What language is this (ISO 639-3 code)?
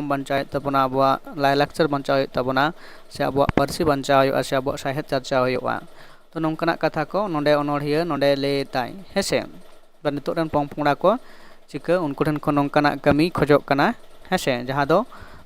sat